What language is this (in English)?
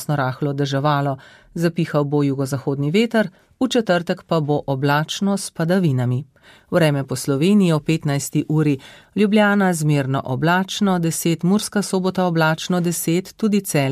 Slovenian